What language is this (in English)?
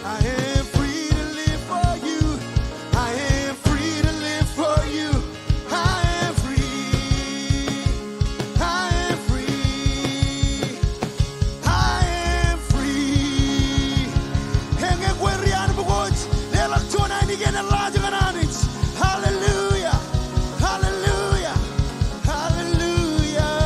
Marshallese